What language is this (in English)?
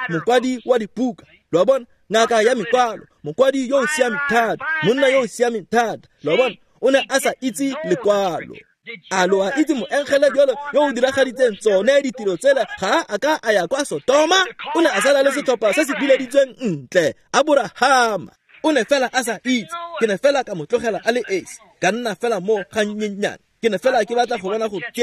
Tswana